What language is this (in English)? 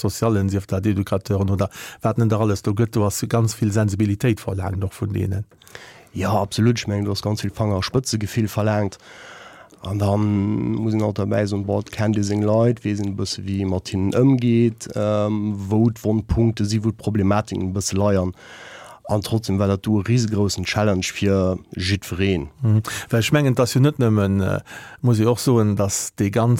Luxembourgish